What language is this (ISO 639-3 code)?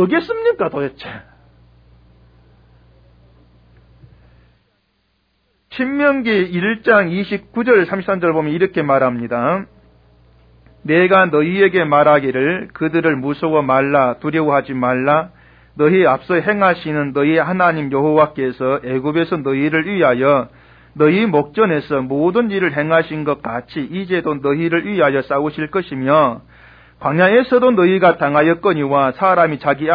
kor